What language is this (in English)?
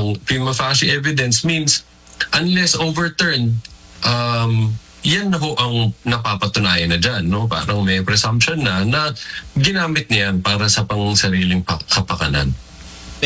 Filipino